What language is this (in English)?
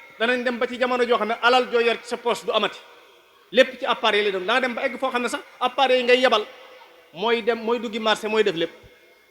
Wolof